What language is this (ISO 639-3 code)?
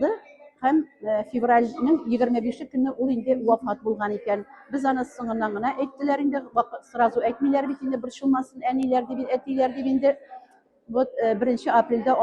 tat